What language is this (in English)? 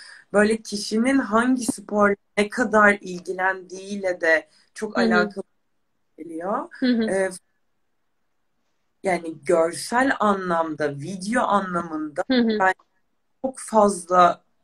Turkish